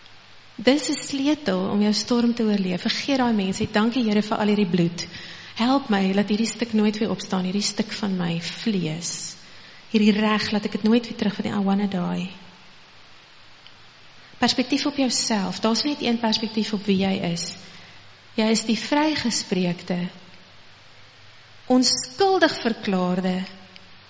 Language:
Afrikaans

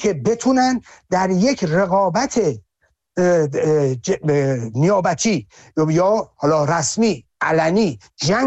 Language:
Persian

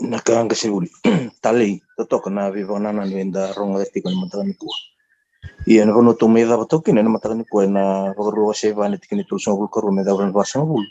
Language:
Fijian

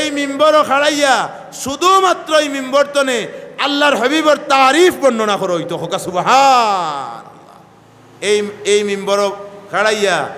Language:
Sylheti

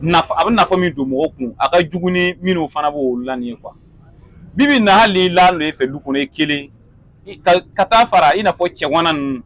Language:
Bambara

